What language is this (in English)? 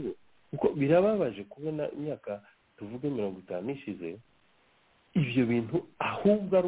Kinyarwanda